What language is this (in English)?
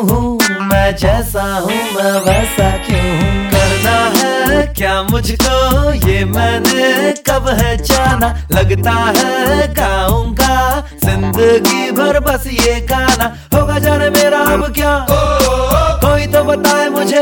Hindi